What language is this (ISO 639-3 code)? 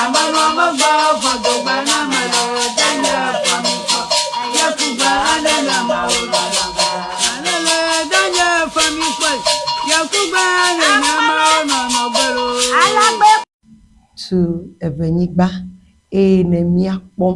ewe